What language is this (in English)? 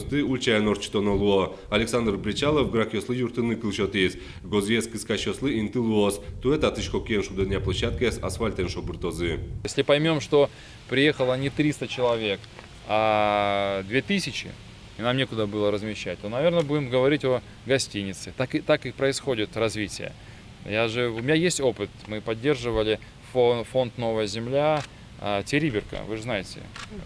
Udmurt